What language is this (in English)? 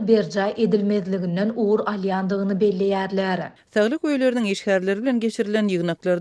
Turkmen